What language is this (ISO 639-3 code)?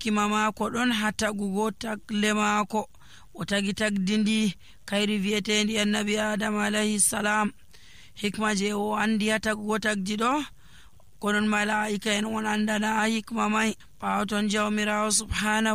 fuv